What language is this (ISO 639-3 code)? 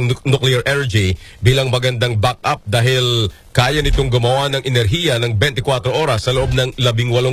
fil